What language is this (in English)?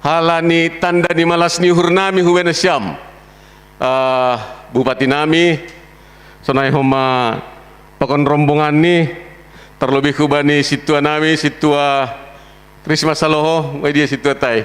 Batak Simalungun